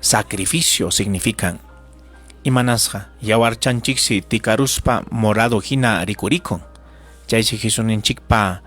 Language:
Ayacucho Quechua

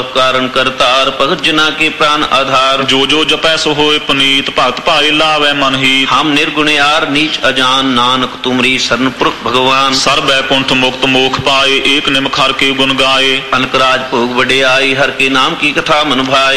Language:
Punjabi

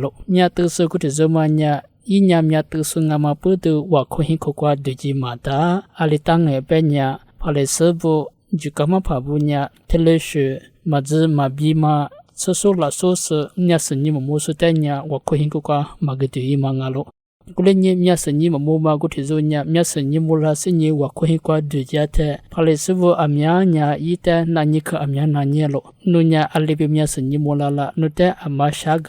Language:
Lisu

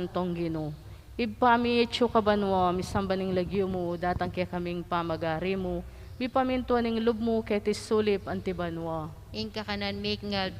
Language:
Pampanga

